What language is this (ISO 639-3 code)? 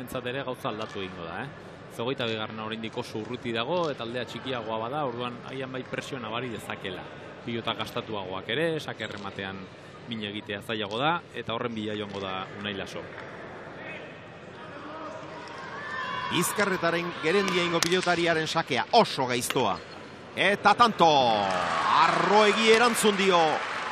eus